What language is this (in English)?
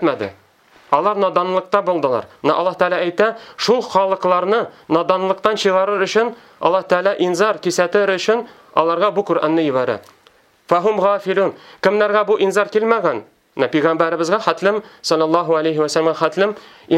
Tatar